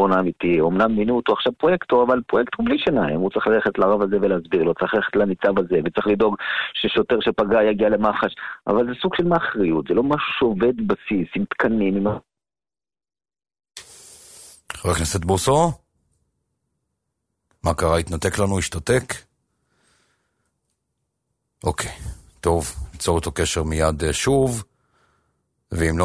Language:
Hebrew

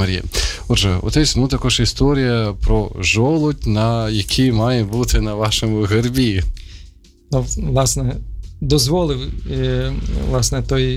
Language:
Ukrainian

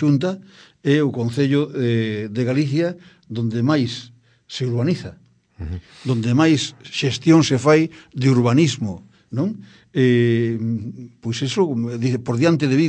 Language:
Galician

